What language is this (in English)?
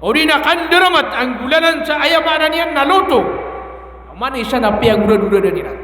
Maranao